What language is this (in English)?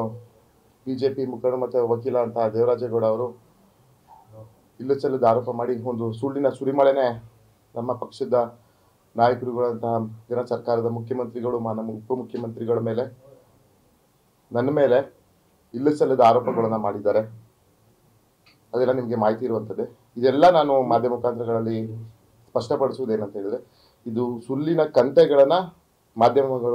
Kannada